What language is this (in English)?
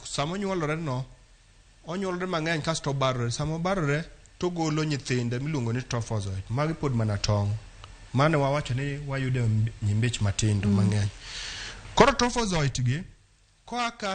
Luo (Kenya and Tanzania)